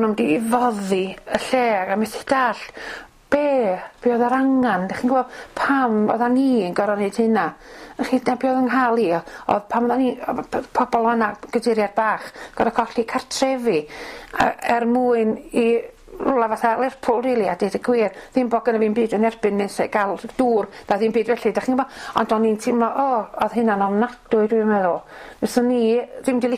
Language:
Welsh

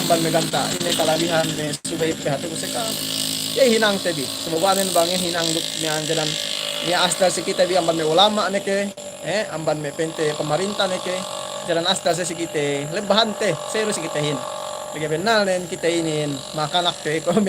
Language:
Yakan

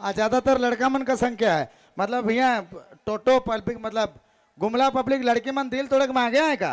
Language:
Sadri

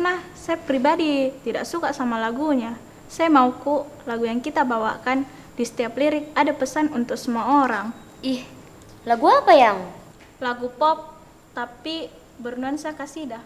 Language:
Makassar Malay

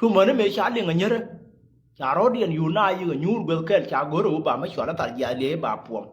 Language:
Nuer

